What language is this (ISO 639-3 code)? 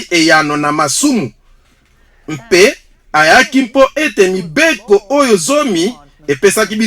lin